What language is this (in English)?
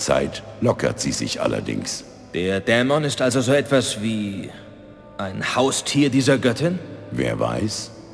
Bavarian